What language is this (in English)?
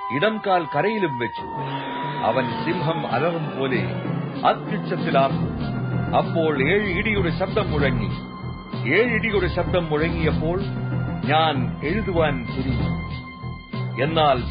Malayalam